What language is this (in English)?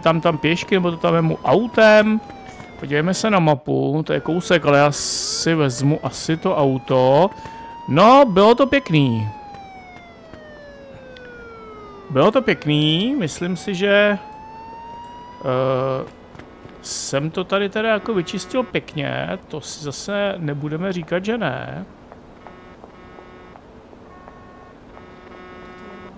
Czech